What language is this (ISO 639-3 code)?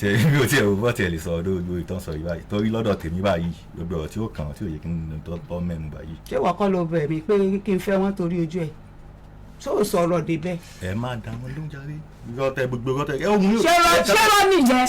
yor